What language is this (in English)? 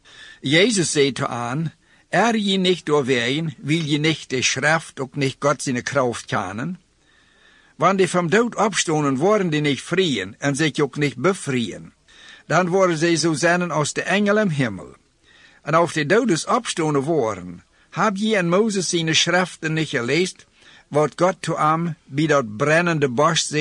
Plautdietsch